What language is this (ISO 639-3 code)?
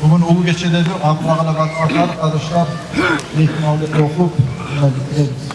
kum